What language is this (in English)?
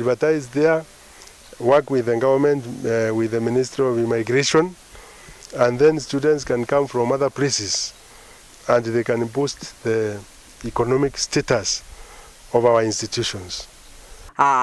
Meru